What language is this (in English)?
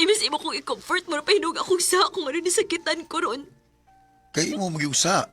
Cebuano